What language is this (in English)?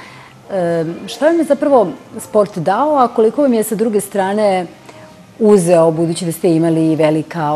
Serbian